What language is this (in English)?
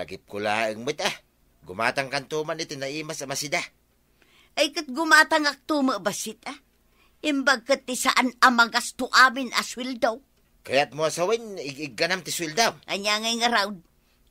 Iloko